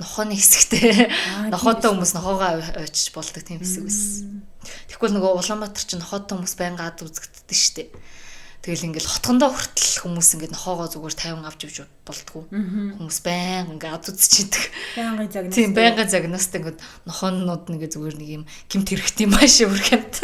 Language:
Mongolian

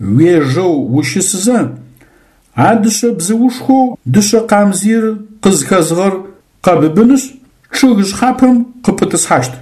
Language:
Adyghe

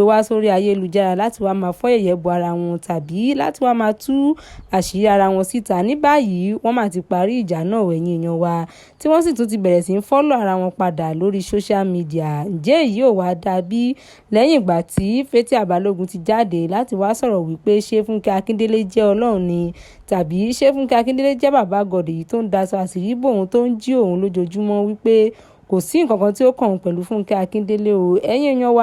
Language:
Yoruba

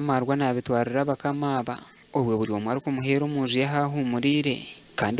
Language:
Nyankole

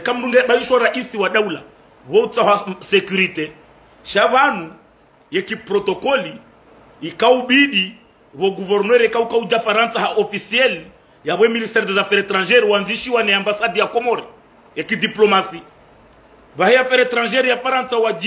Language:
Ngazidja Comorian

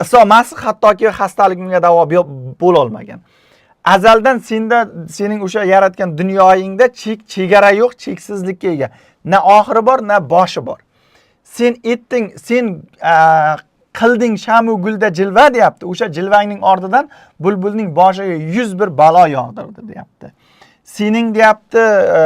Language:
Uzbek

